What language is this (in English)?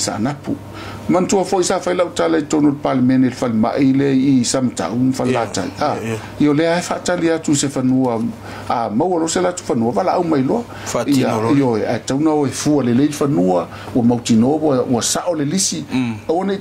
Samoan